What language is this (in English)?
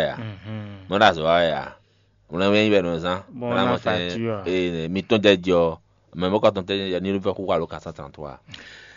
Fon